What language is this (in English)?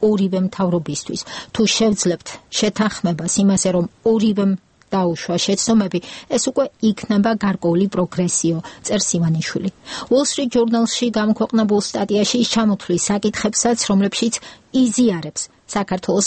Georgian